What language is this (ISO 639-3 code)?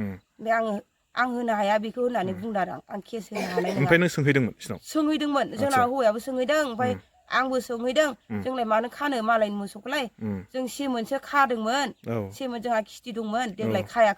brx